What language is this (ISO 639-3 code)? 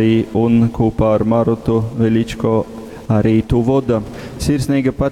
ltg